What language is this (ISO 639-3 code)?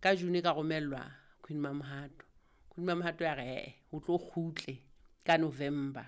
sot